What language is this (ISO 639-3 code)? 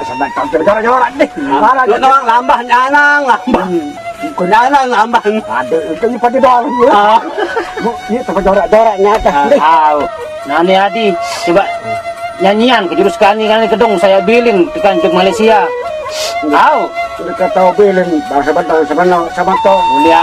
sas